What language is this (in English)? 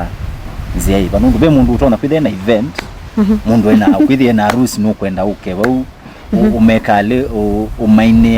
Kamba